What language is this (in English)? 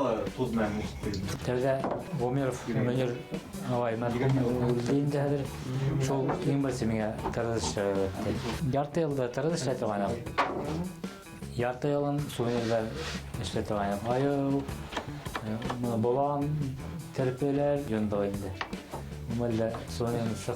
Bashkir